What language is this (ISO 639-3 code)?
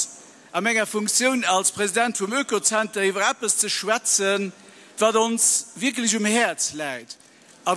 ltz